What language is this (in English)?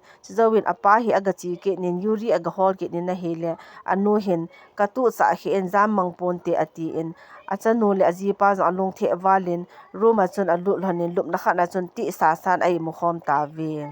Thado Chin